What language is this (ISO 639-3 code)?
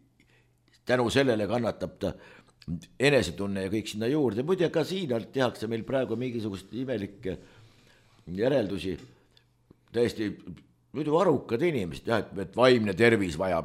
est